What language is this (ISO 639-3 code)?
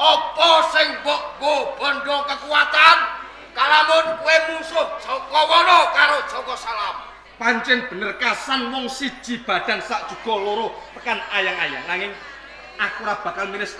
jav